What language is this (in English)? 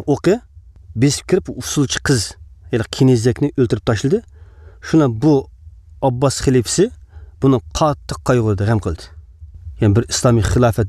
Uyghur